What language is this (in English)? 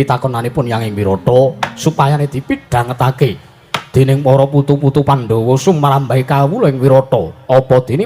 Javanese